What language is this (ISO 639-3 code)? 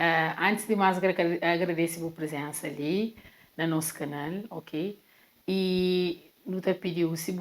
kea